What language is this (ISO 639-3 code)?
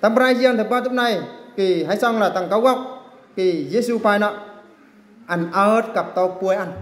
bru